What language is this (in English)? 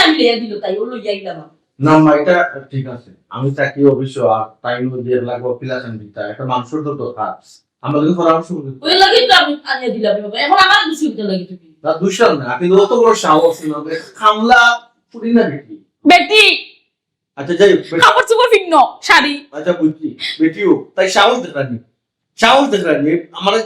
Sylheti